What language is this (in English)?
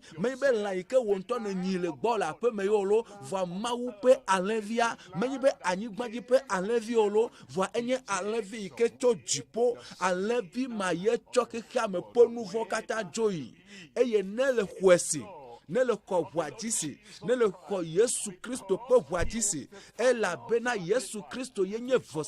Ewe